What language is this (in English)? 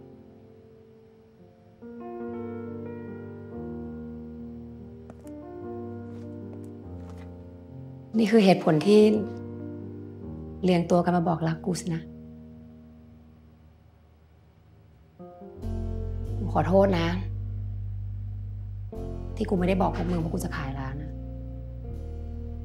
Thai